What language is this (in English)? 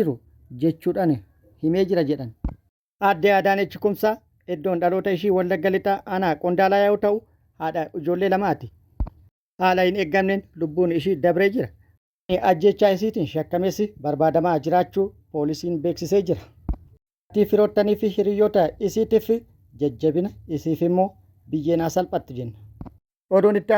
Oromo